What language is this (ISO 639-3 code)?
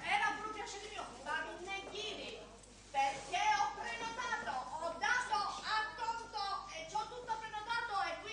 scn